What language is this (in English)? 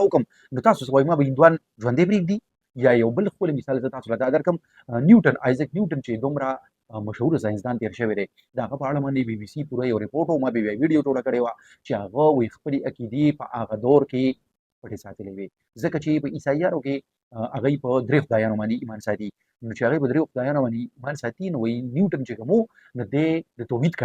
Pashto